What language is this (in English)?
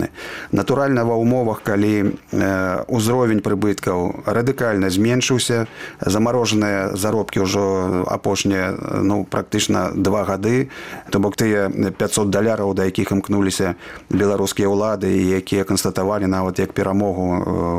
Belarusian